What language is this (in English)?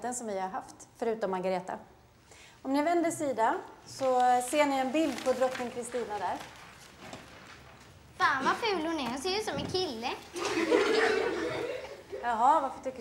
Swedish